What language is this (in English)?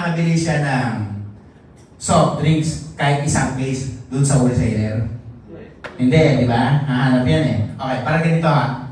Filipino